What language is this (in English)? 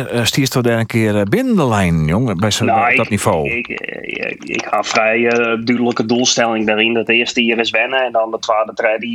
Western Frisian